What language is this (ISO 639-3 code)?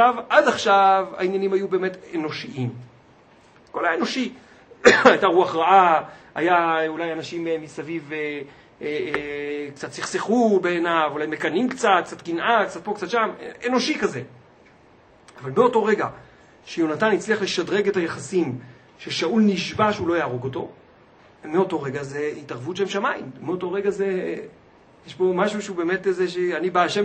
heb